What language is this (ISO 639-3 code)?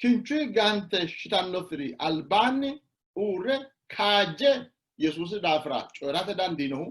sid